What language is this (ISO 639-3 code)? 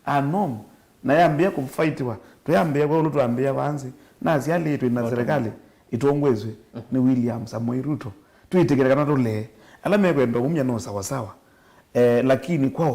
kam